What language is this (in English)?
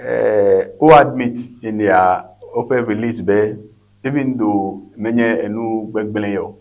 Ewe